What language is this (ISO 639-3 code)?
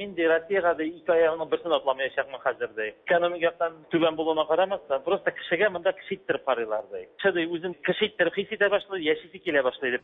tat